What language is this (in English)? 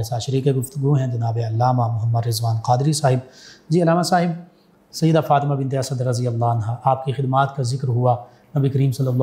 Urdu